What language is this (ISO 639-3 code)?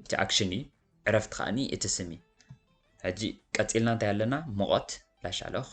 tir